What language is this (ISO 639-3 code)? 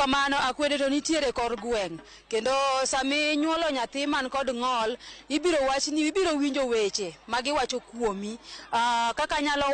luo